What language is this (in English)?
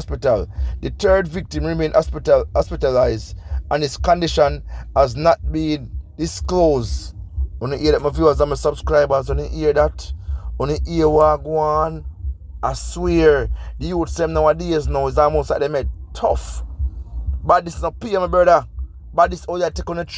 Jamaican Creole English